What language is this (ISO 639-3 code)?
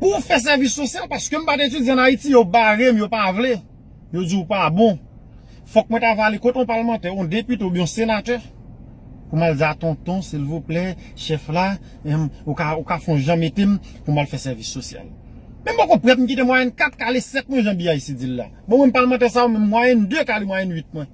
hat